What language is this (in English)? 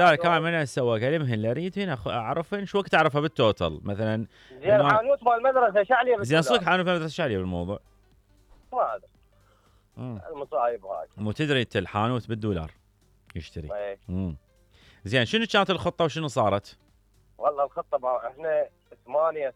Mesopotamian Arabic